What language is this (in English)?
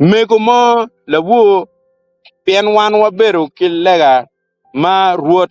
Acoli